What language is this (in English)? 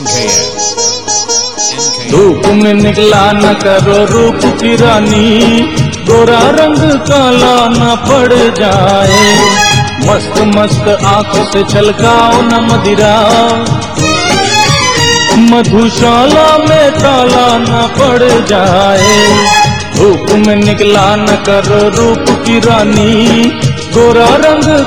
Hindi